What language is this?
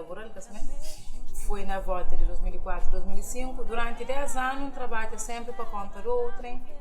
Kabuverdianu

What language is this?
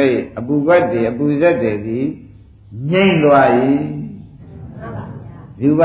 Burmese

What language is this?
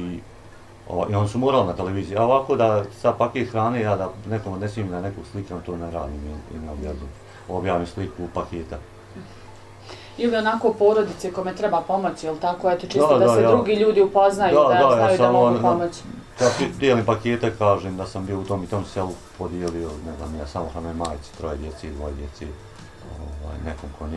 Bosnian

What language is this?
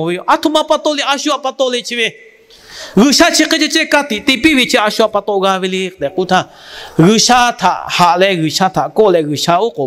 Lahu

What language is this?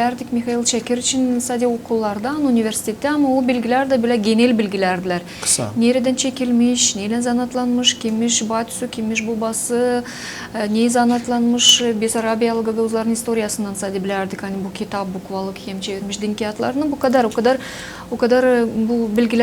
Gagauz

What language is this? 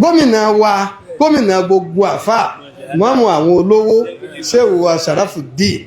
Yoruba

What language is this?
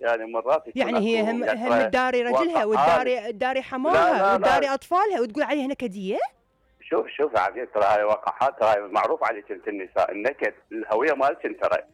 Mesopotamian Arabic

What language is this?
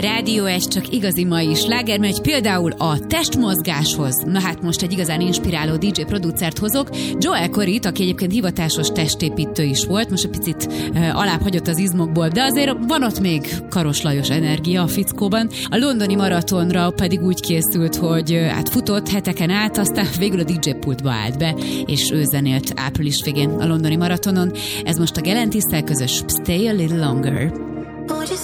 Hungarian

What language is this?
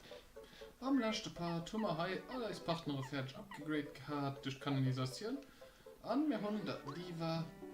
Luxembourgish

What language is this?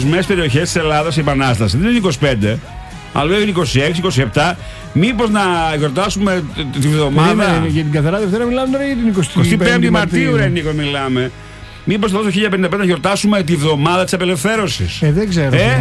Greek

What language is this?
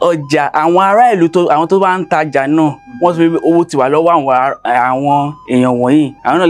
Yoruba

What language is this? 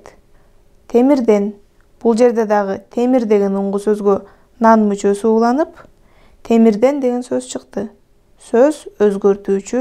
Kyrgyz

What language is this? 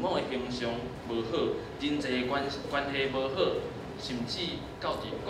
Min Nan Chinese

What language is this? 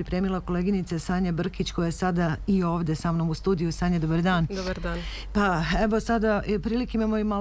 Serbian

